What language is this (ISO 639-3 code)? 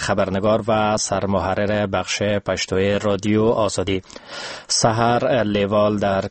fas